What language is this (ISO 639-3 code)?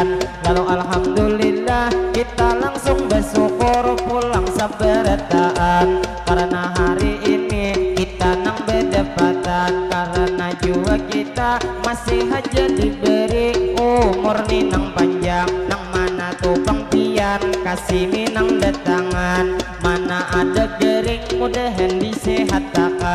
bjn